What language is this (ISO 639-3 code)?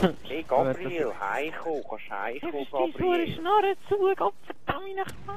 gsw